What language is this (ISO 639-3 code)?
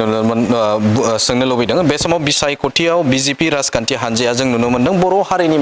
brx